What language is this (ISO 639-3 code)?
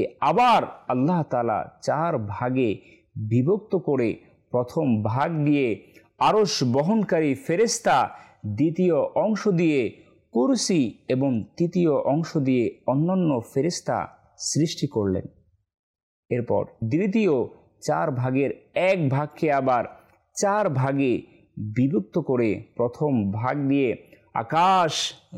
ben